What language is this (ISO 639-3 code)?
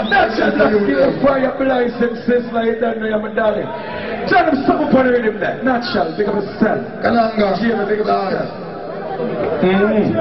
jam